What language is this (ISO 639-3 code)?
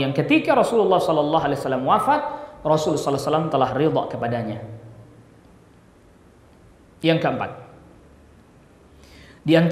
ind